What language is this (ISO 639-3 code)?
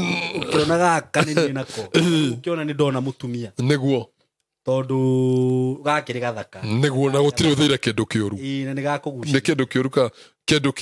kik